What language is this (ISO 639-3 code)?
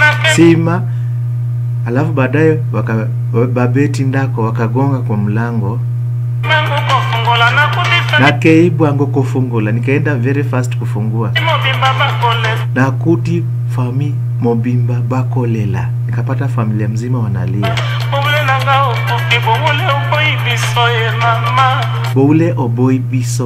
swa